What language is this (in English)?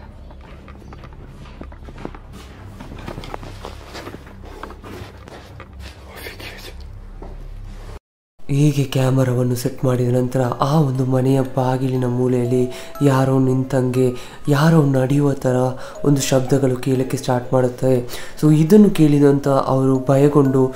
Kannada